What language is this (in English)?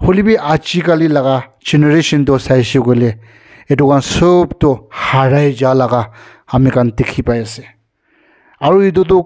Naga Pidgin